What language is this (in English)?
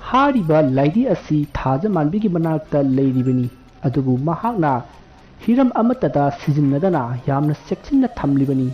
Manipuri